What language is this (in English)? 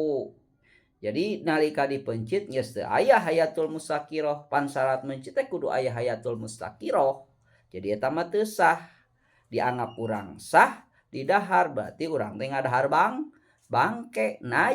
Sundanese